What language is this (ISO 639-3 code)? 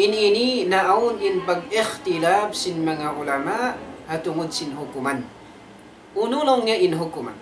tsg